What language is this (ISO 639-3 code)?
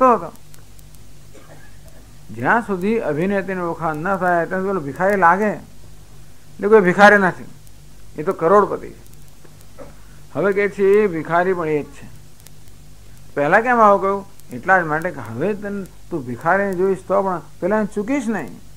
guj